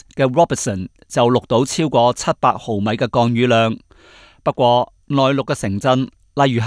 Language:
Cantonese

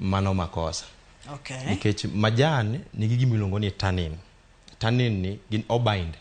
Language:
Luo (Kenya and Tanzania)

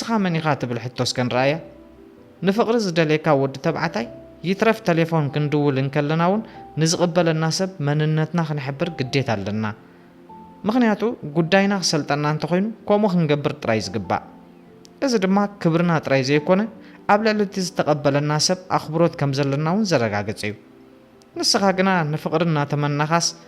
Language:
Tigrinya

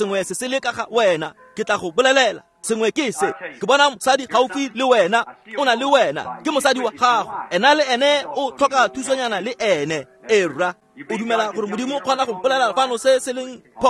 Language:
Tswana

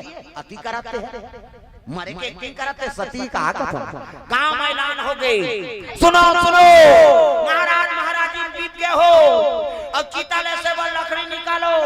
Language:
Chhattisgarhi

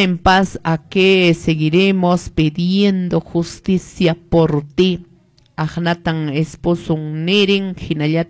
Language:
Quechua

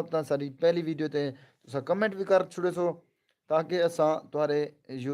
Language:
Saraiki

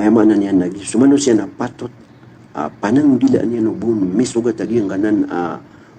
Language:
Maranao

